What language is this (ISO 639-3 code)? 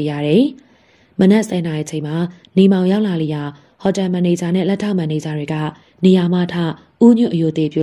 mya